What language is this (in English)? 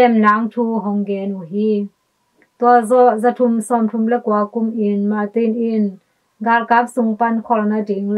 Tedim Chin